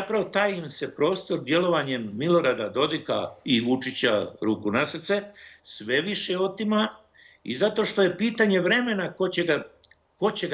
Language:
Bosnian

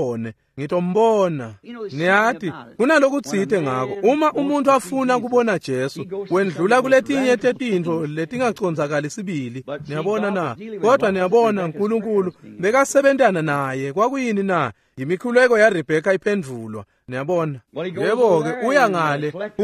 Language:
Swati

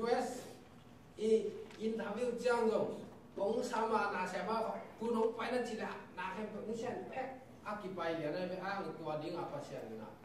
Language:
Tedim Chin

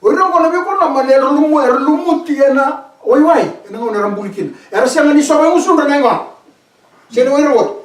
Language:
Fijian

